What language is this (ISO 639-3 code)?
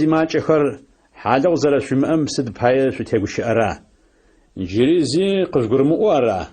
ady